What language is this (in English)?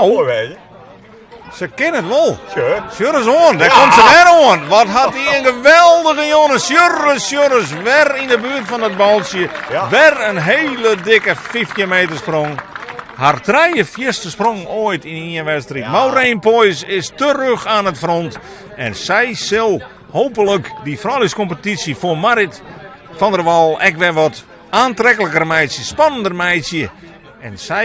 Western Frisian